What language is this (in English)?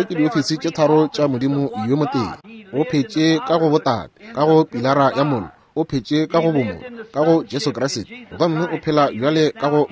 Northern Sotho